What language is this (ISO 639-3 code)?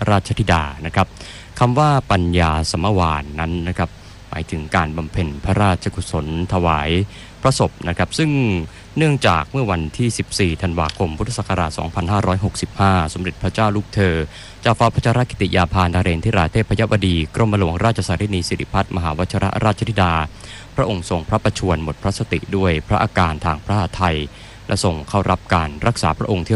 tha